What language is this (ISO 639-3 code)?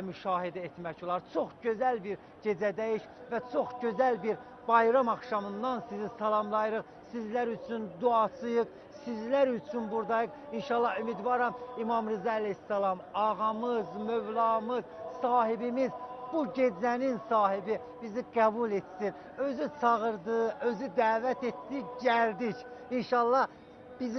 aze